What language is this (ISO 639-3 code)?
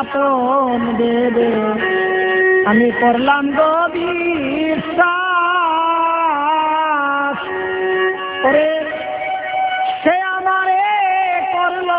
ben